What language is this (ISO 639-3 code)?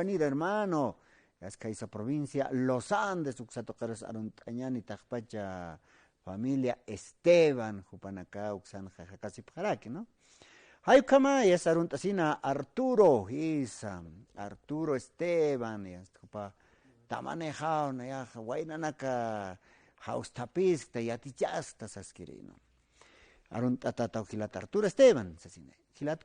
aym